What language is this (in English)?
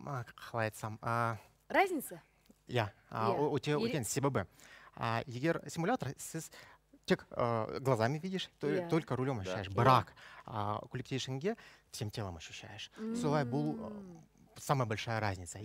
Kazakh